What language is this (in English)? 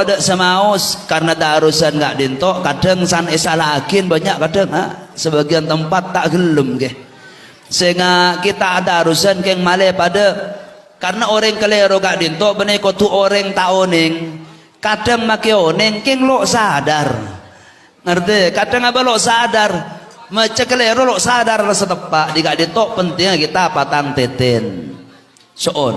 Madurese